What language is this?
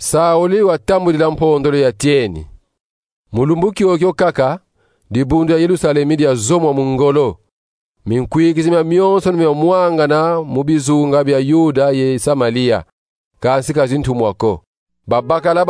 Kongo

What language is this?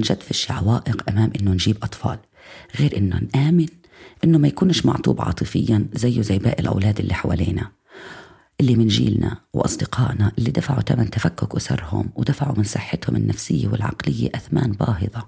North Levantine Arabic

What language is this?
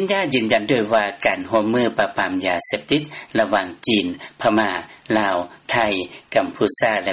Lao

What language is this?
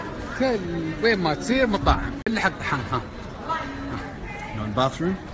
Gulf Arabic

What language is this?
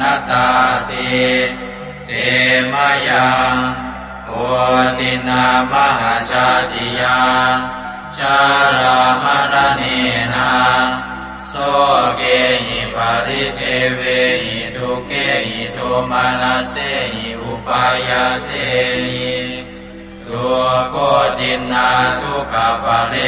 Pali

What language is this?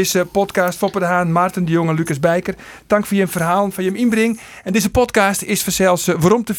Western Frisian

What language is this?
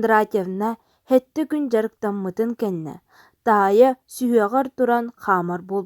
Yakut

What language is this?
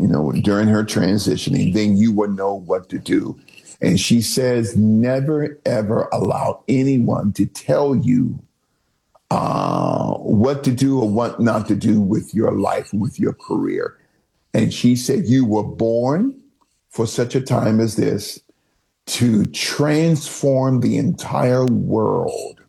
English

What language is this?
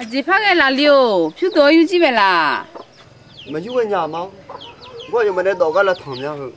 Akha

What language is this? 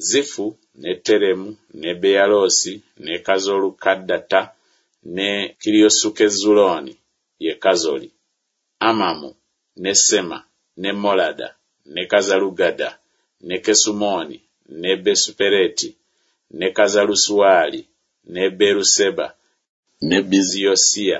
Ganda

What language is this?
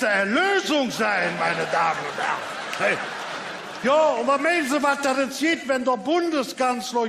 Colognian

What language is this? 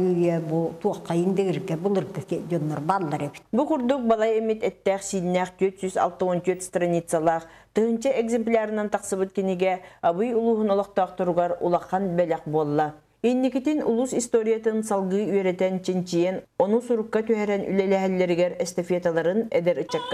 Yakut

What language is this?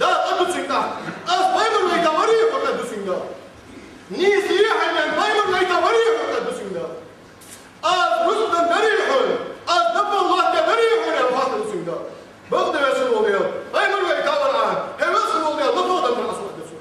Ingush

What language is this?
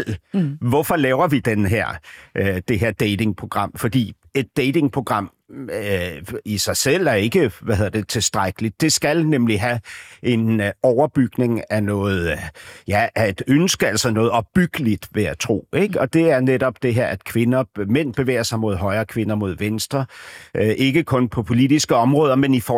Danish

